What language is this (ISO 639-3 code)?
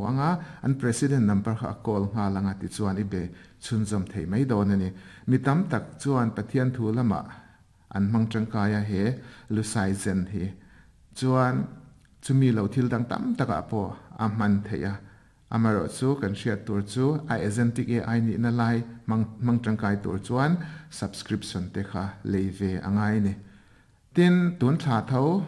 lus